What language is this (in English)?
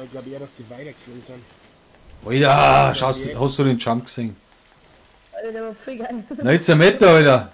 Bavarian